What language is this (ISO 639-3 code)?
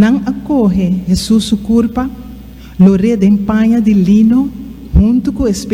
pap